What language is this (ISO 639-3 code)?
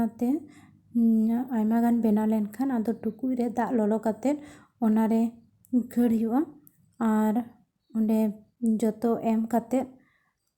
sat